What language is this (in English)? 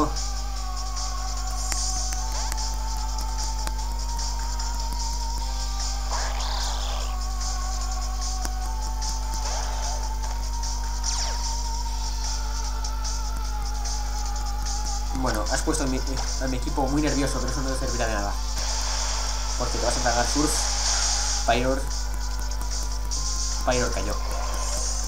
Spanish